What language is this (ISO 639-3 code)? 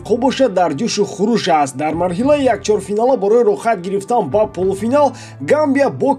tgk